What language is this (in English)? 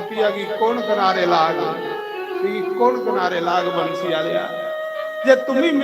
Dogri